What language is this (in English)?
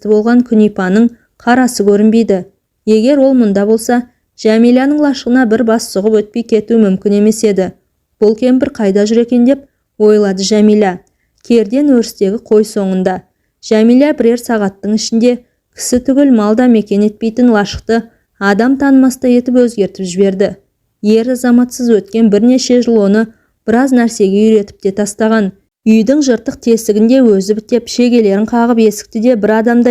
Kazakh